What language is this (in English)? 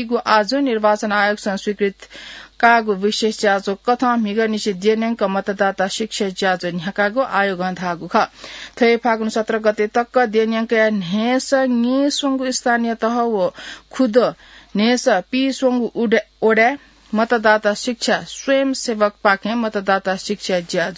Newari